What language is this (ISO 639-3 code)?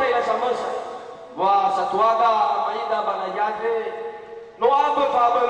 nia